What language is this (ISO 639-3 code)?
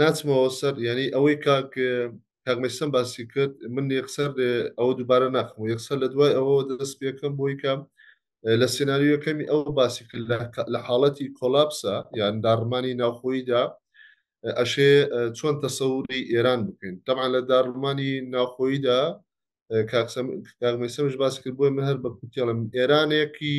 ckb